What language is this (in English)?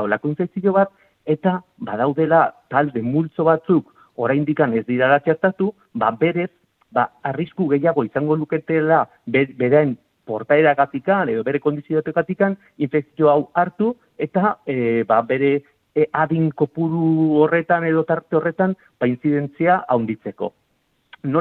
Basque